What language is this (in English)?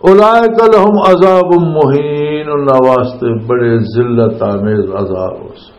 Western Panjabi